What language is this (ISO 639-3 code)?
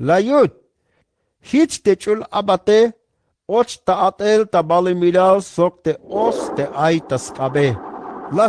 tzh